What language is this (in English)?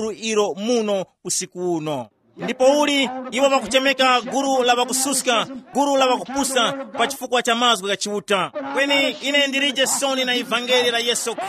Tumbuka